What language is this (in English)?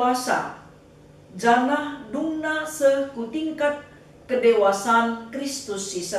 Batak Karo